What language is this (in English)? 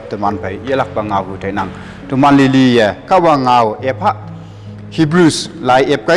Konyak Naga